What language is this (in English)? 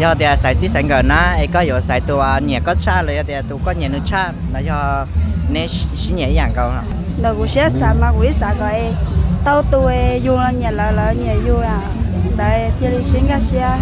Hmong